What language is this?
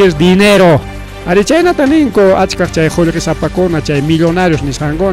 Ayacucho Quechua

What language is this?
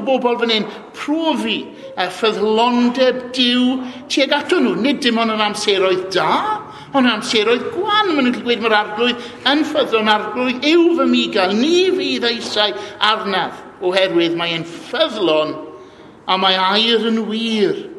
Welsh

